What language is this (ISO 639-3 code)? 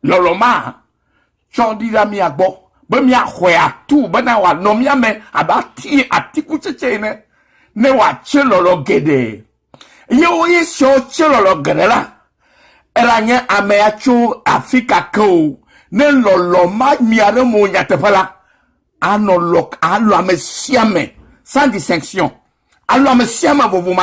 ewe